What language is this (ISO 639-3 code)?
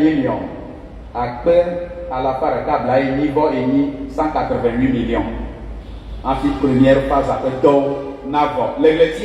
ewe